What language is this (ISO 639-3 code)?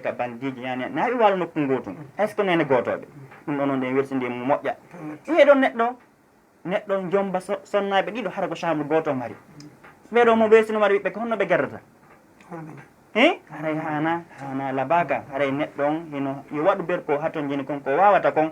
ful